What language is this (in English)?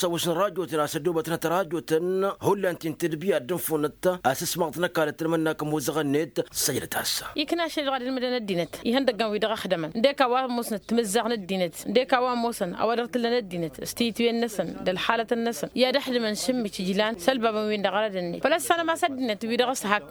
Tamasheq